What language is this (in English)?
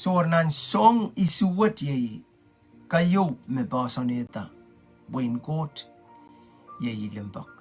Pohnpeian